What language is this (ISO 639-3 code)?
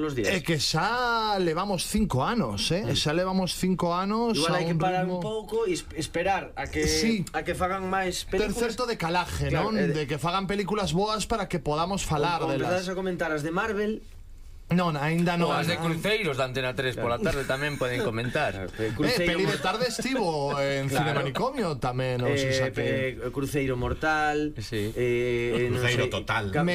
glg